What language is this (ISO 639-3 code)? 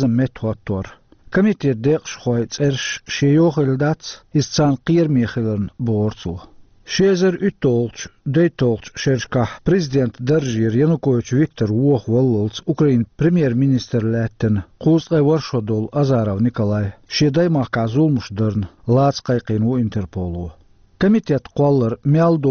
che